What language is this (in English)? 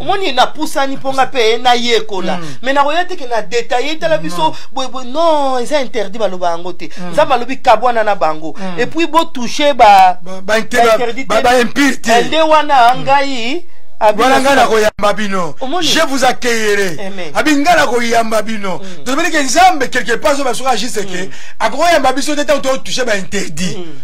Lingala